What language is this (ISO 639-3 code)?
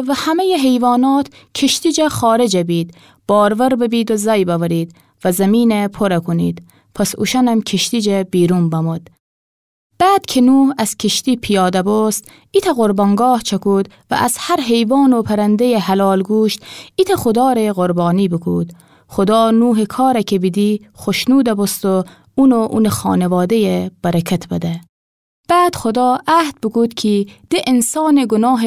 glk